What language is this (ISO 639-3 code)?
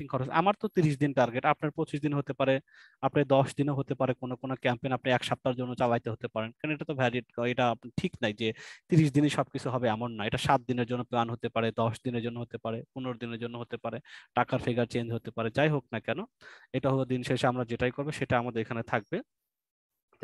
ben